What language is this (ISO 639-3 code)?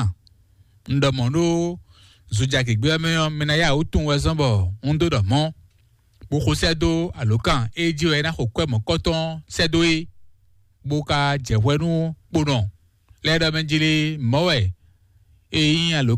fon